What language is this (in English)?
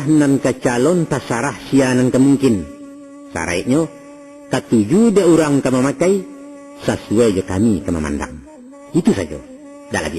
Minangkabau